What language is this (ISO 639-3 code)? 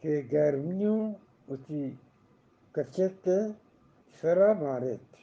bgp